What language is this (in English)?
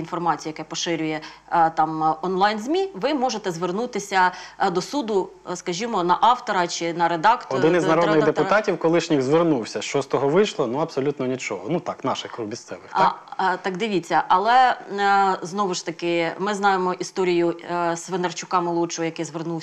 Ukrainian